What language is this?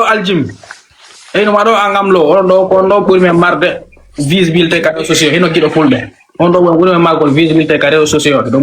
Fula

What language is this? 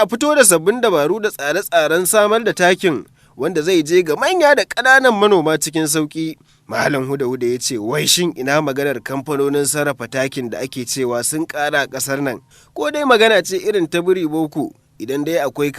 Hausa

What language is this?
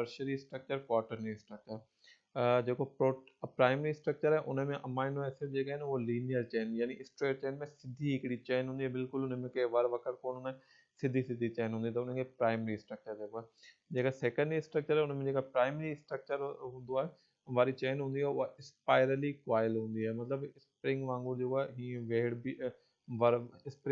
Sindhi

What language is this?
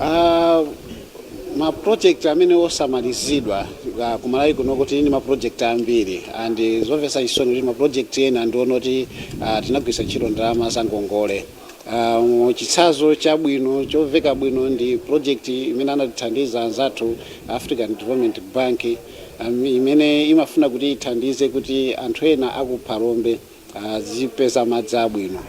Nyanja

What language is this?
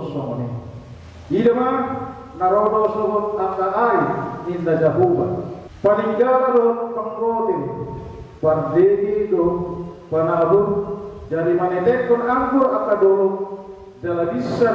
Batak Toba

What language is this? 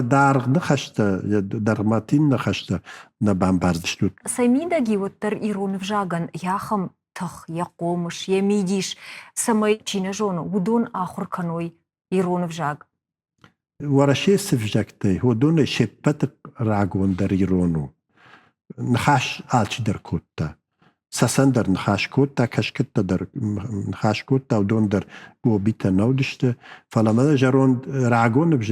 Ossetic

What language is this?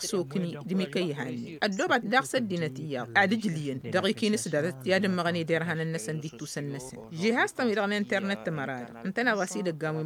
Tamasheq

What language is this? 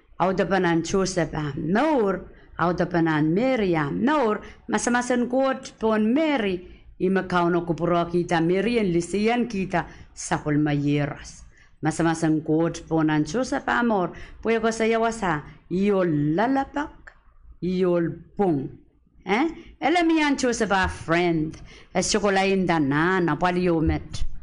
Pohnpeian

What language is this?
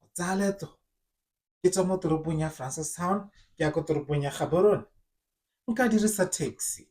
Tswana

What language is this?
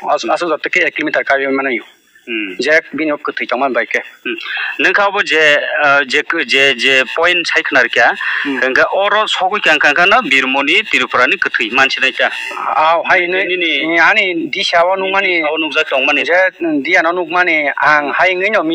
Kok Borok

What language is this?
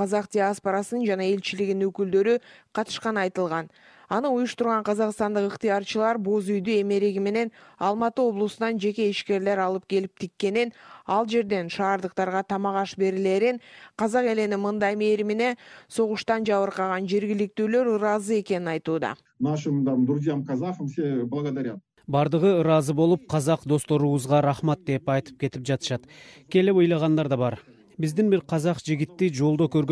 Kyrgyz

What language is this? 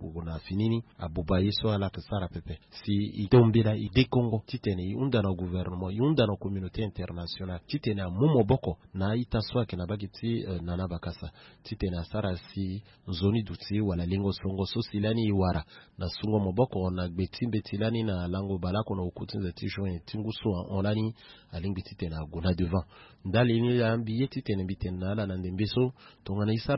Sango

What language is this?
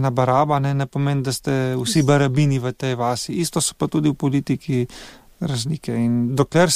Slovenian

